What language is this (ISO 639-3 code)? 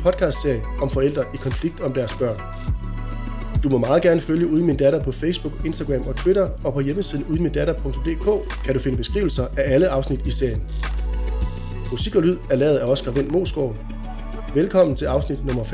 dan